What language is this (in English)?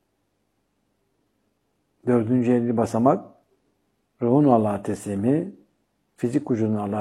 Turkish